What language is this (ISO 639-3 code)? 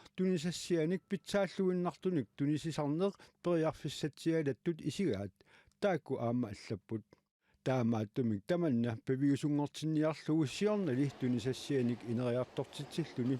kal